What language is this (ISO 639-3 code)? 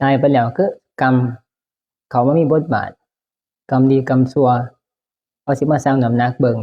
tts